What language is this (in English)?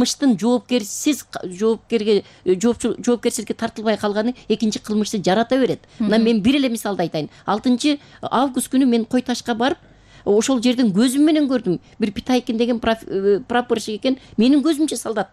Kyrgyz